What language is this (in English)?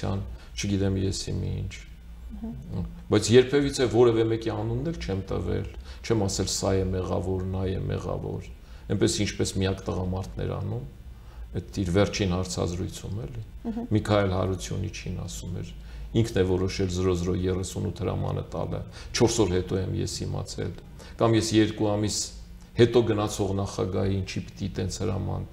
Armenian